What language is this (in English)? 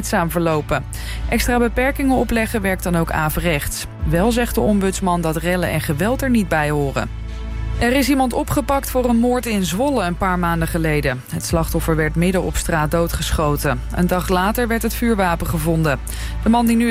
Dutch